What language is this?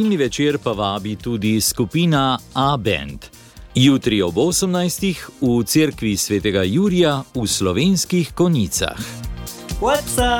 Slovenian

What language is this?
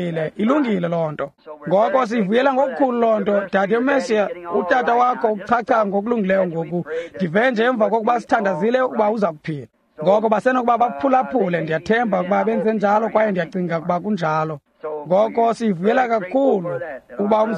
Xhosa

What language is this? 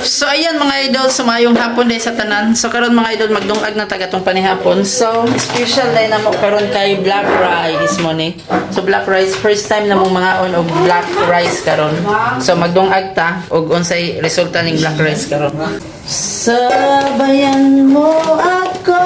Cebuano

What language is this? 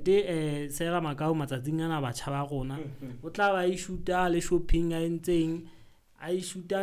Southern Sotho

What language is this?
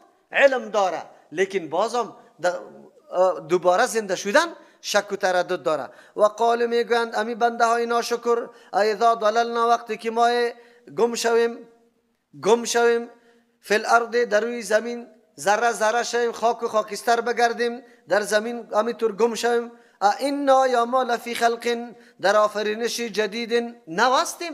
Persian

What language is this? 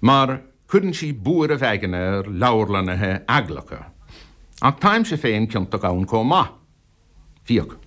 Irish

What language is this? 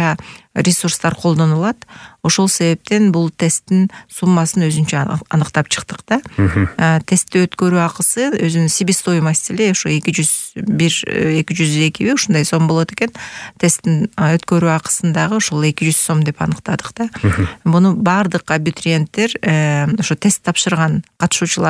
Kyrgyz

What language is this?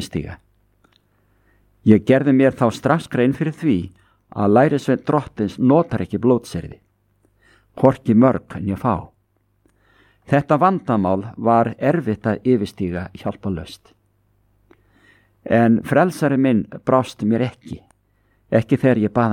Icelandic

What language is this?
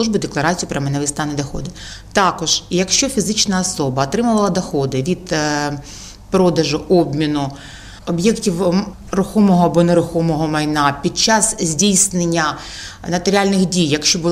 Ukrainian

